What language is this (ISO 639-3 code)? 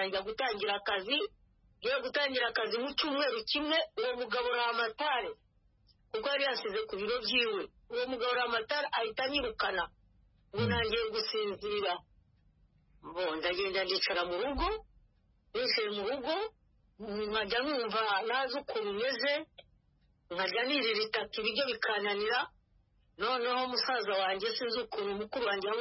kin